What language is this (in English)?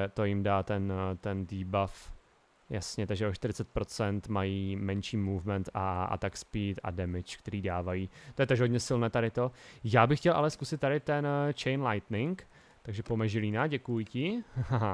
Czech